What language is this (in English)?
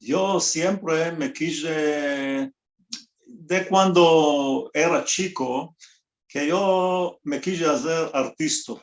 Ladino